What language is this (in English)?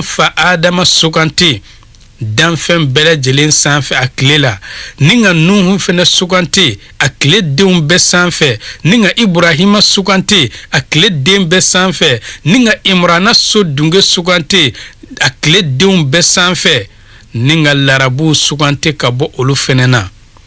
Bambara